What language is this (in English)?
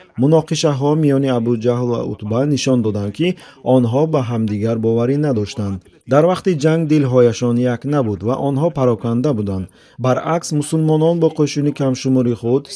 Tajik